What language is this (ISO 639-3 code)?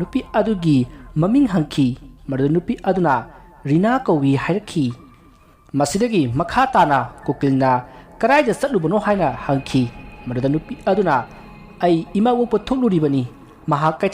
mni